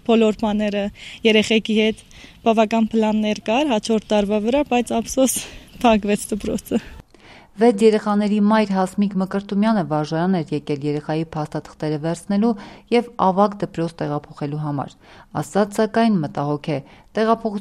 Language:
Armenian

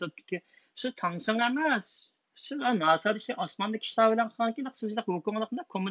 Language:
Uyghur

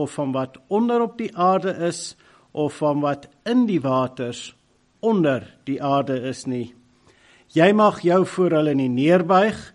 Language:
Afrikaans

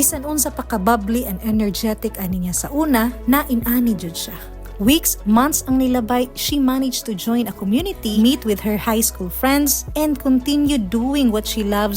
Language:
Cebuano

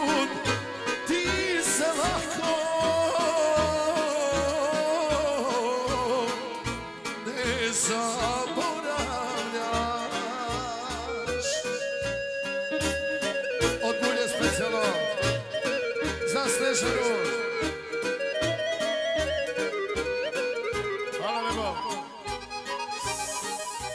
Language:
Serbian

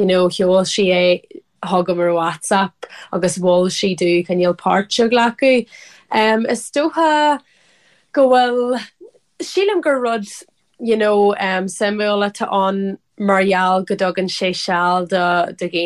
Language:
Irish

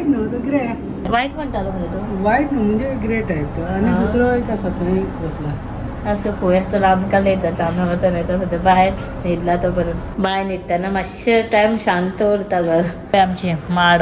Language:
Konkani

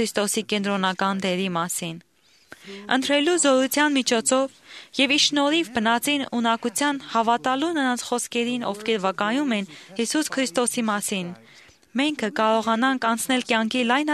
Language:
Armenian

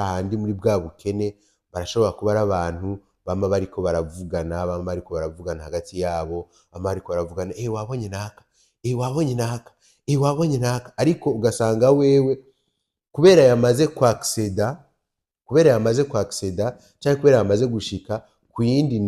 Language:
Rundi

